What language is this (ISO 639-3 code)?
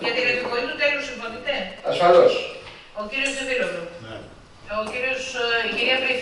ell